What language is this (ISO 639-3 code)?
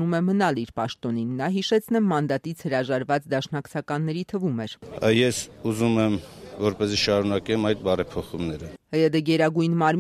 hye